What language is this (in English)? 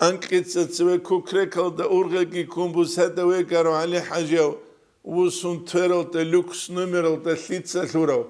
Avaric